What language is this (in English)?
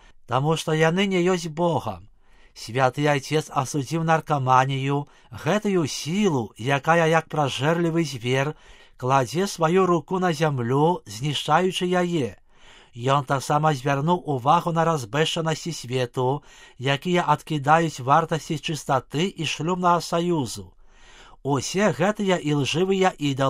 Belarusian